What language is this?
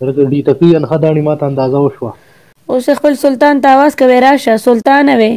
Pashto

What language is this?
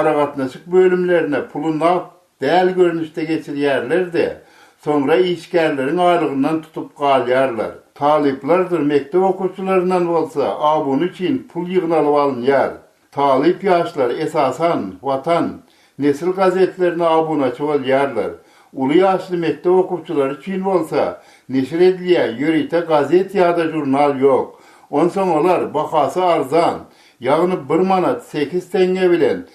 Turkmen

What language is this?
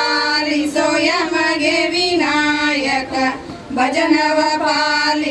Kannada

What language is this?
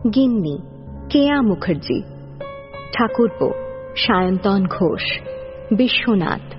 Bangla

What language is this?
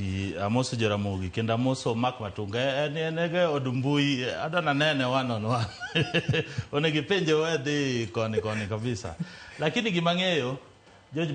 Luo (Kenya and Tanzania)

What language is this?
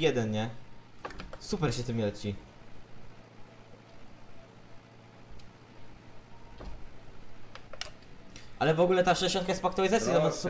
Polish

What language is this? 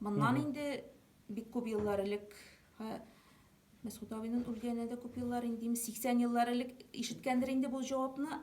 Tatar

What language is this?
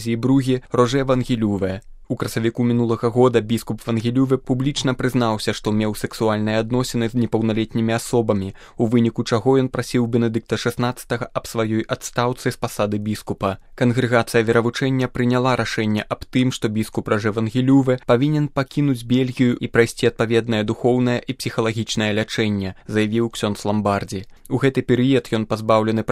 Belarusian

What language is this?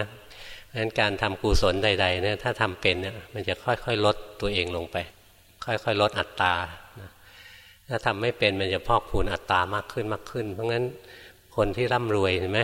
Thai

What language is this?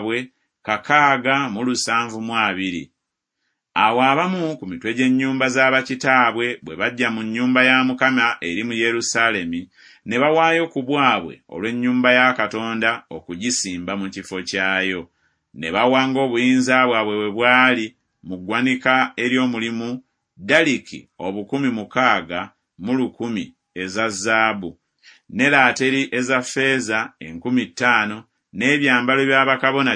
Ganda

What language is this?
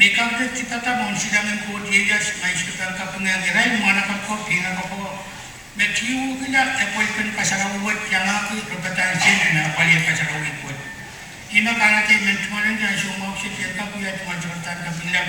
Pohnpeian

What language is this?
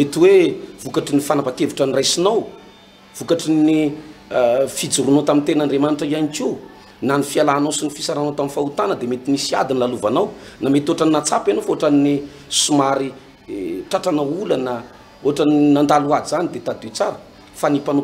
Malagasy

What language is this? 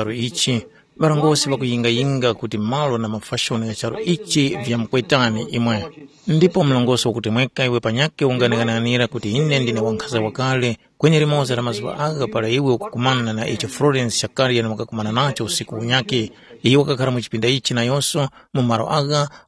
Tumbuka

